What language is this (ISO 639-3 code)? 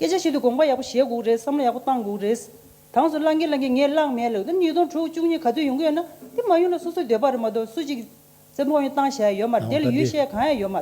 bod